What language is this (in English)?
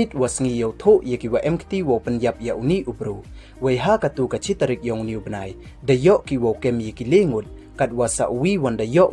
Pnar